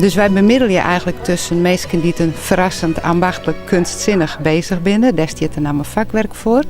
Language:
Western Frisian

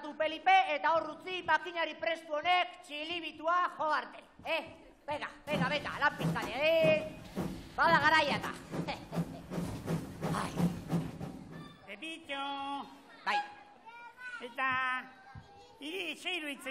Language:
Basque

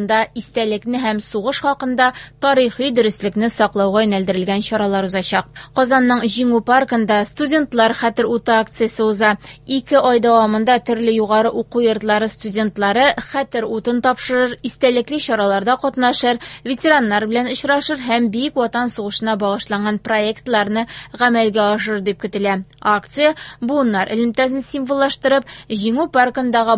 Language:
Tatar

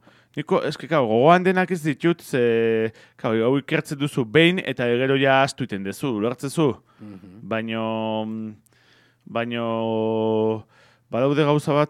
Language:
Basque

